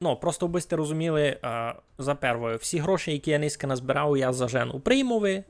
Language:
Rusyn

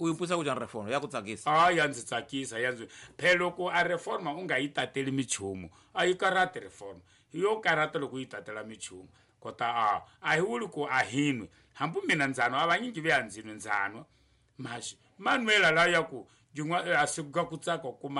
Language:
Tsonga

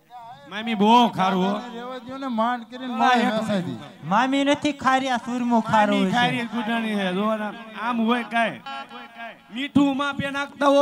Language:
Gujarati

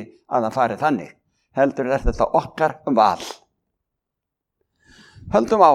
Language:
Icelandic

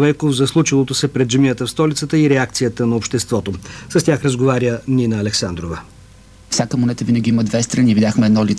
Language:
Bulgarian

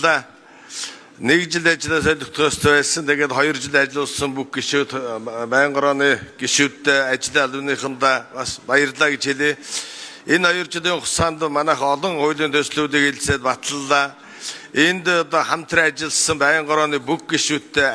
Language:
Mongolian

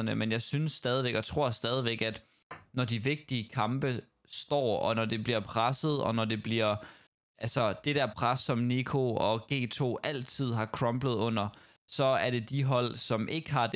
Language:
Danish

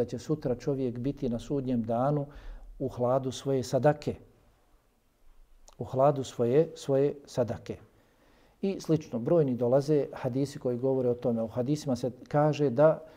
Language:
Bosnian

